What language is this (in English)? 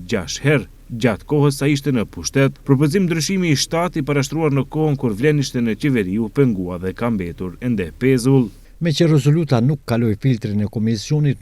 Albanian